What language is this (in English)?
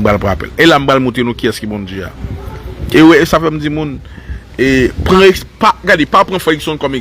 Haitian Creole